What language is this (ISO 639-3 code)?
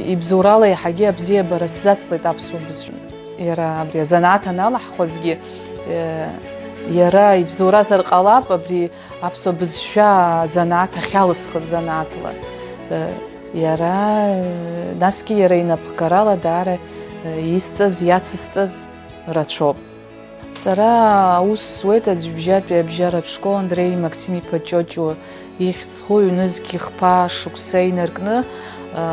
abk